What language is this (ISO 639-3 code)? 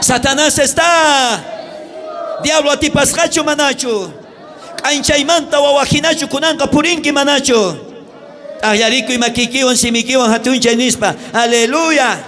quh